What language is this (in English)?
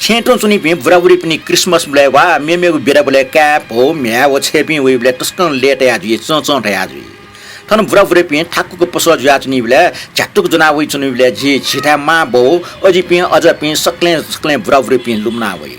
Newari